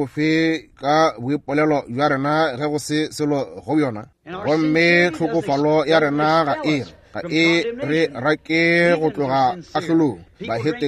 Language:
Northern Sotho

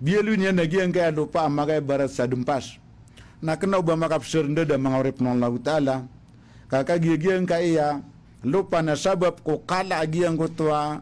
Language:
Maranao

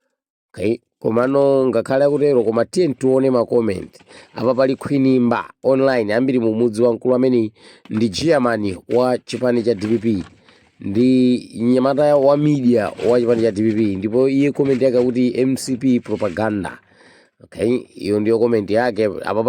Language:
Nyanja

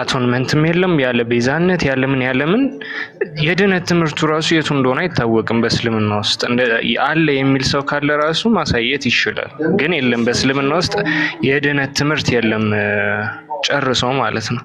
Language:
Amharic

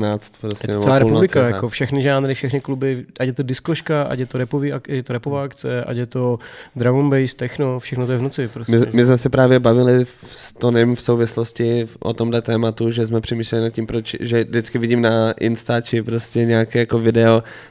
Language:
Czech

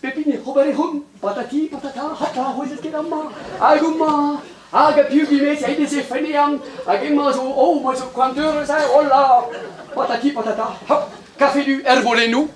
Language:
Breton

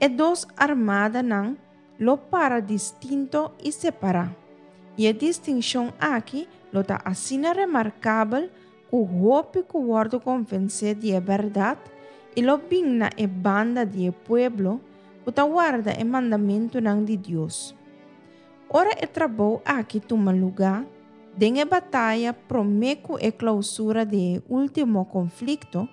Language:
Papiamento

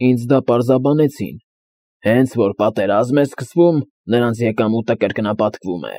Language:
Armenian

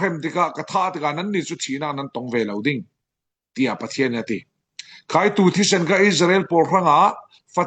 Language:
Falam Chin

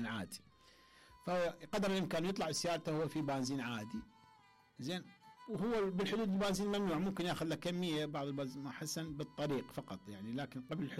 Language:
Mesopotamian Arabic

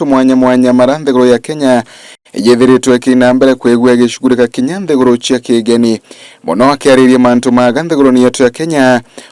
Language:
Meru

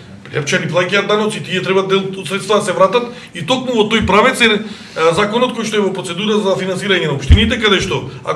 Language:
Macedonian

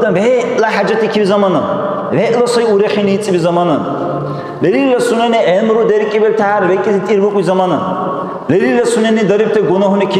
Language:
Dargwa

